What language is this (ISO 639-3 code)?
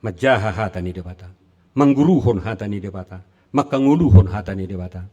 bbc